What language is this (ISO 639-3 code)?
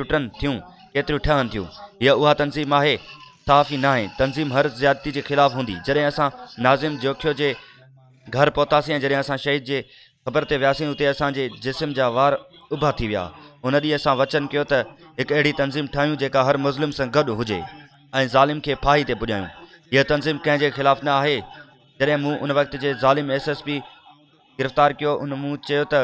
snd